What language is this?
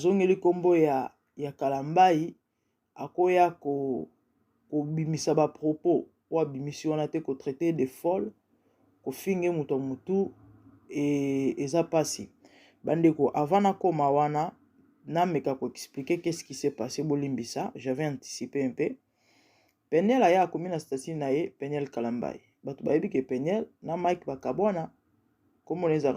Lingala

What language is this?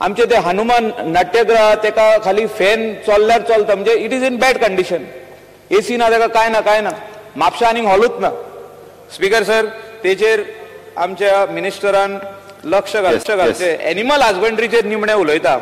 Konkani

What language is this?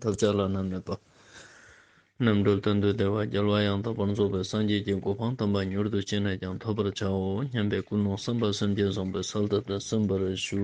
Ladakhi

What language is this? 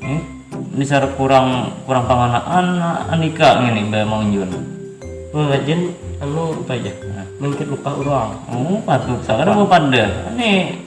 Banjar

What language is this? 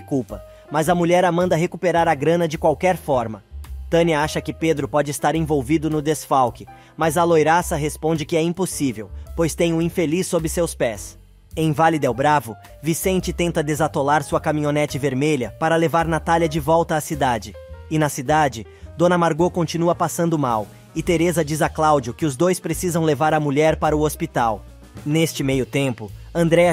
Portuguese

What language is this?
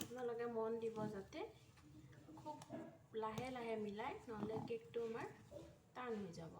Assamese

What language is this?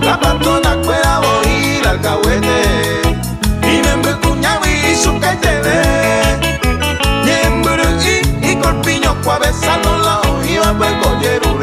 Guarani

